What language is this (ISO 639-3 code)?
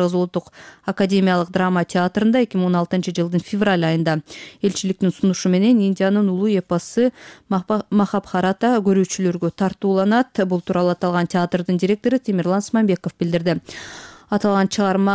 kir